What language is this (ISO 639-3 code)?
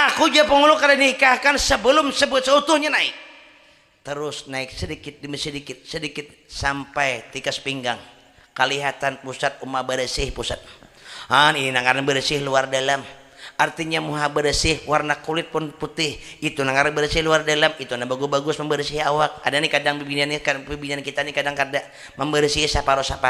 bjn